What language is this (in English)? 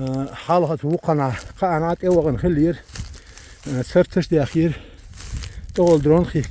Chechen